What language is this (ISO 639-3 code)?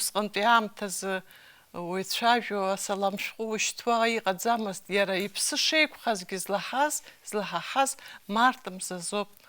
abk